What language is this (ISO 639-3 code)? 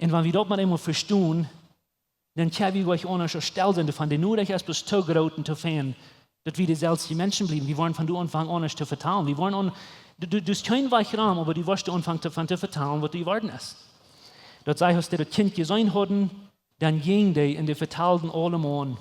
pdt